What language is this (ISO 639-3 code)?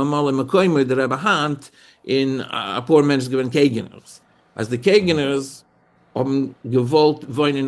yid